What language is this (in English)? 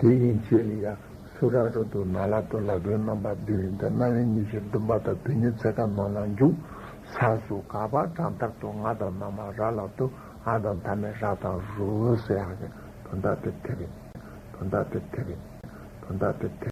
Tibetan